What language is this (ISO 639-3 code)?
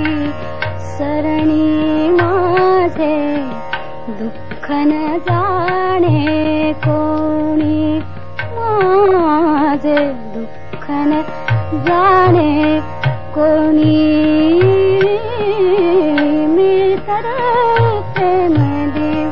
mar